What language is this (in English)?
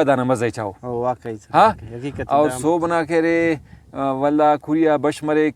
Brahui